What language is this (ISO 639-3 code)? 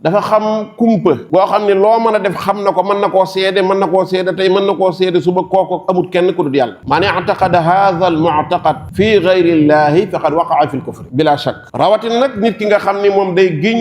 wol